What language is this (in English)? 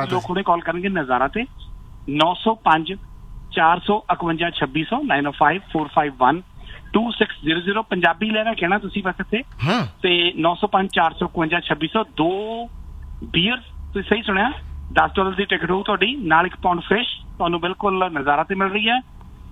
Punjabi